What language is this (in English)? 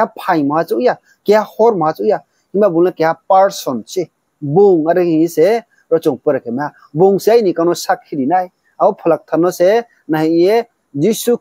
Riang (India)